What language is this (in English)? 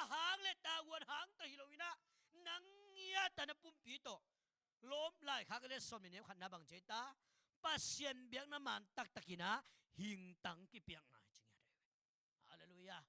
Tedim Chin